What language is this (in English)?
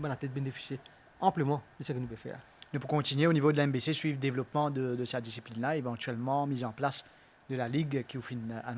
Morisyen